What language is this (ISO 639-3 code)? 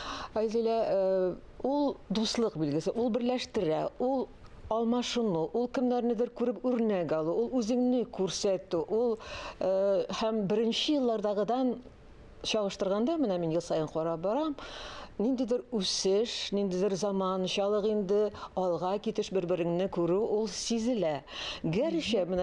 tat